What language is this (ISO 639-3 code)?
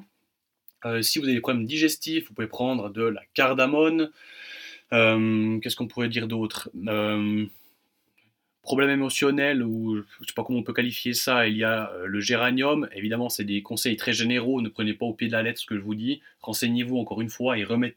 fra